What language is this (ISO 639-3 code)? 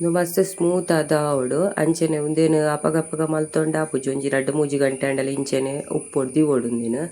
tcy